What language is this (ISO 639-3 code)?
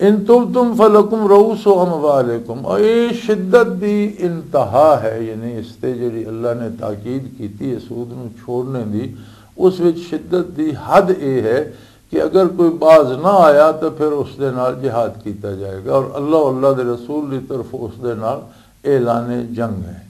lah